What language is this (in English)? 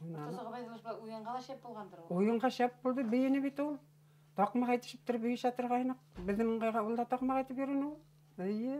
Bashkir